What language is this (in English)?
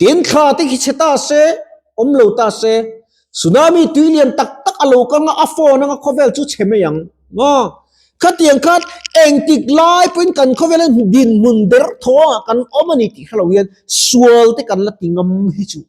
Mizo